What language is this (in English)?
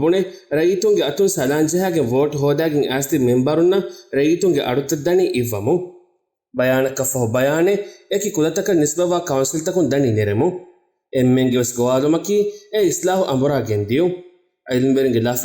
Divehi